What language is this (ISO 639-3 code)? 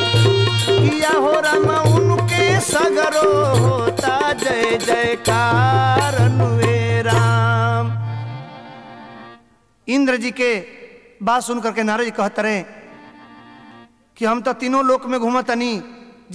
bho